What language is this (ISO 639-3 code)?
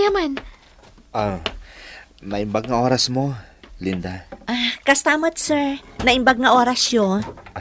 ilo